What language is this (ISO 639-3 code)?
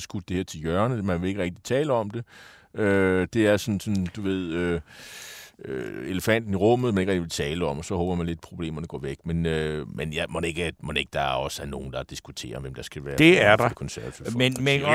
dan